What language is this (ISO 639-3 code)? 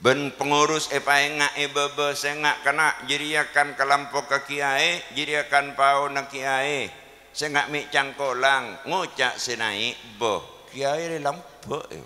mad